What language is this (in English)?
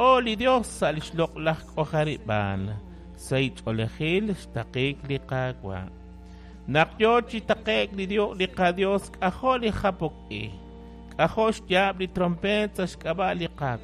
Kekchí